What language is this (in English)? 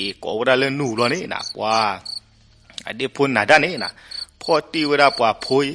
S'gaw Karen